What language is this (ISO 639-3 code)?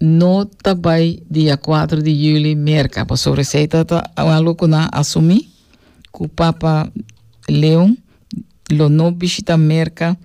pap